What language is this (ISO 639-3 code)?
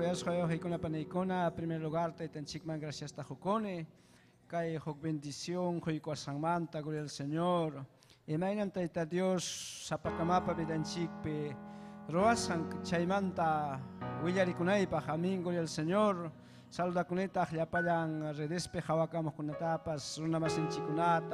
quy